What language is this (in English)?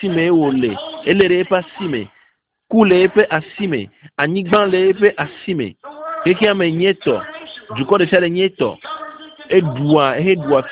Ewe